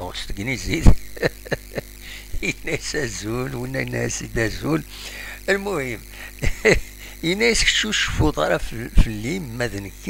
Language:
Kabyle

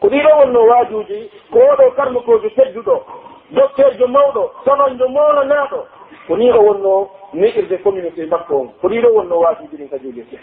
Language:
Pular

